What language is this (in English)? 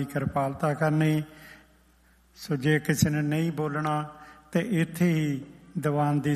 Punjabi